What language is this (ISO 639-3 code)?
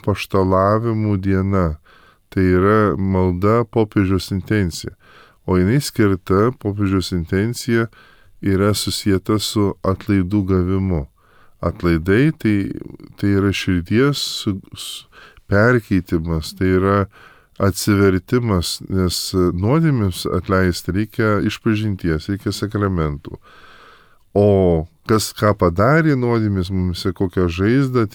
lit